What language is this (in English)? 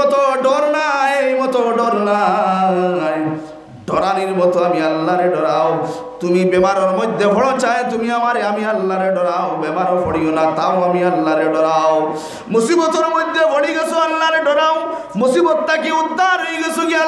Sylheti